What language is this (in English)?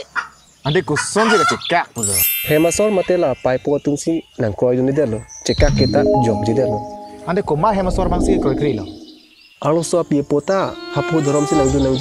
Karbi